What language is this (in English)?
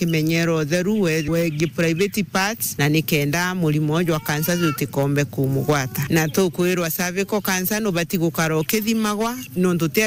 Meru